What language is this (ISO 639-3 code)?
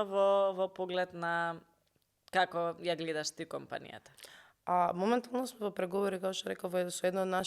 mkd